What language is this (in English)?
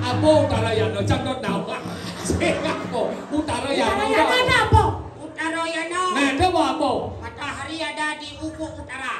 Balinese